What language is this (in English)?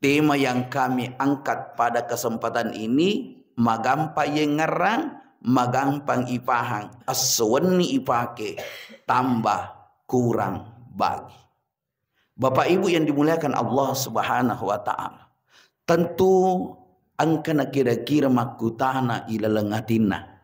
Buginese